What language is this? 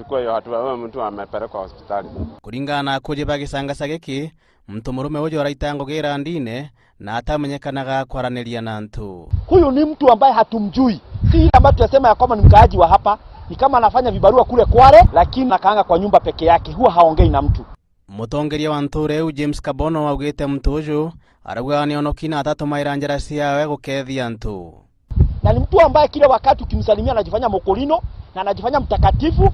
Meru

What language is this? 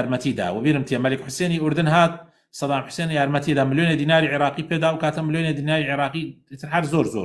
Central Kurdish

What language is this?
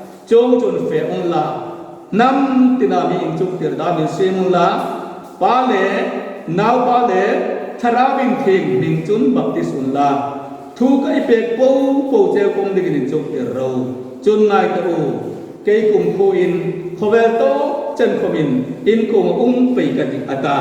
Hmar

